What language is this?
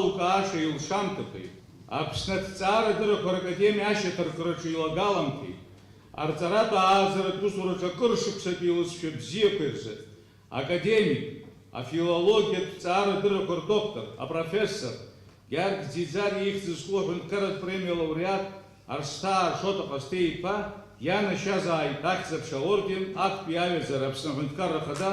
Abkhazian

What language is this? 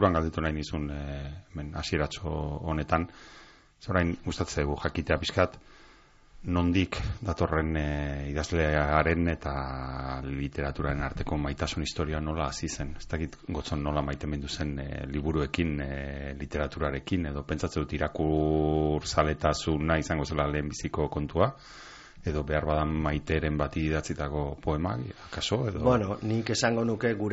Basque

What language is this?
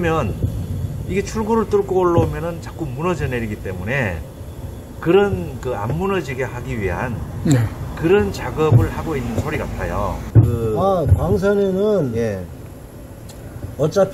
Korean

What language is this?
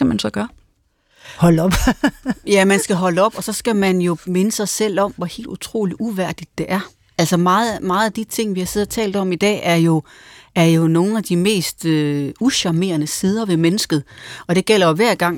Danish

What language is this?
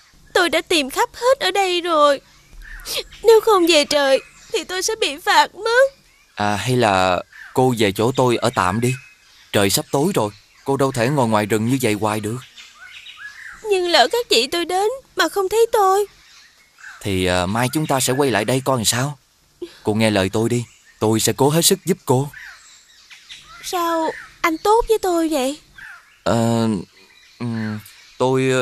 Vietnamese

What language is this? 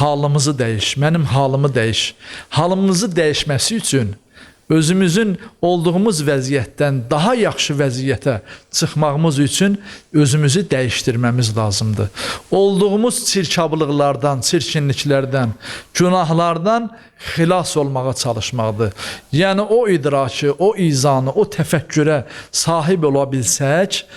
Azerbaijani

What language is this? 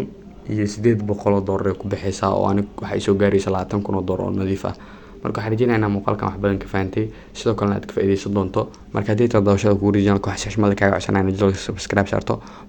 Somali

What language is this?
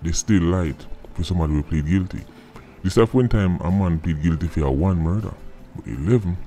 Jamaican Creole English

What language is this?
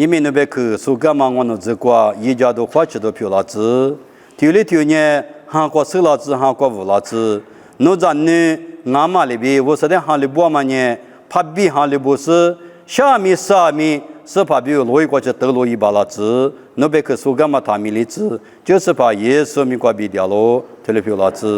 Lisu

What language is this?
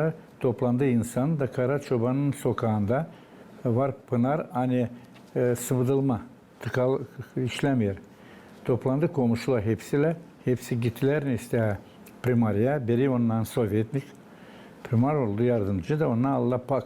Gagauz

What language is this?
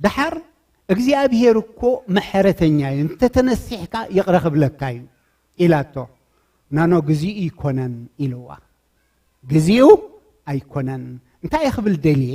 Tigrinya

